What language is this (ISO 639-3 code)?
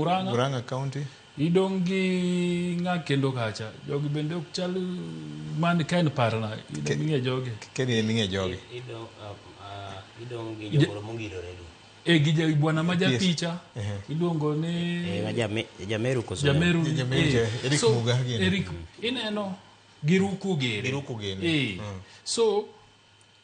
luo